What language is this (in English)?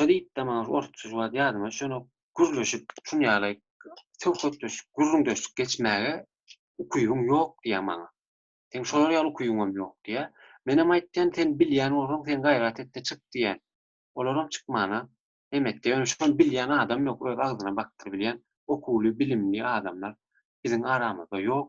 Turkmen